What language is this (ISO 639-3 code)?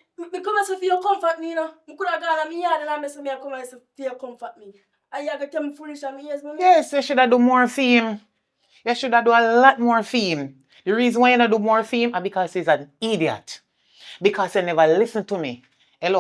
jam